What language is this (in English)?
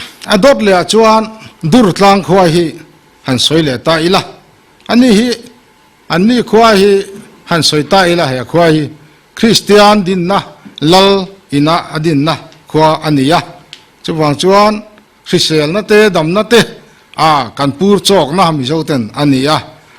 Mizo